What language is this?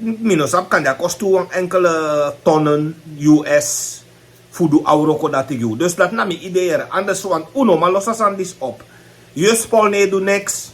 Sranan Tongo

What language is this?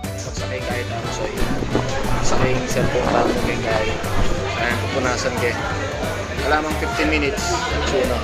Pampanga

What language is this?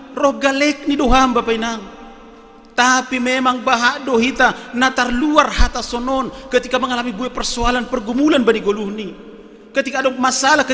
Batak Simalungun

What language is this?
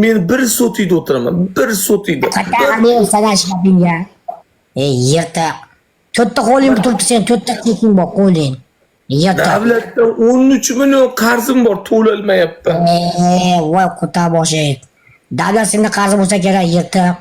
Uzbek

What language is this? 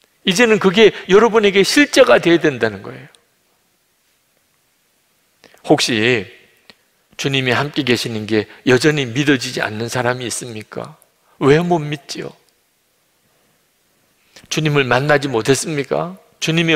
Korean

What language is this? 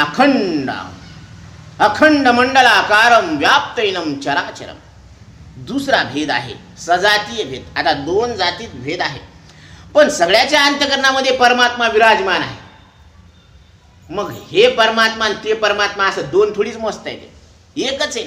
Marathi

